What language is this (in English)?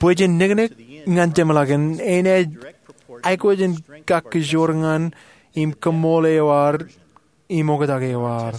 Marshallese